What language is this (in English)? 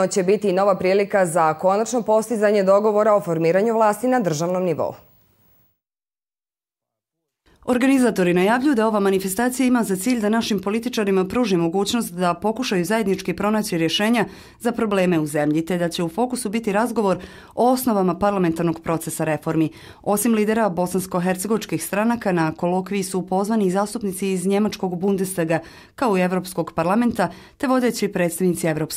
Bosnian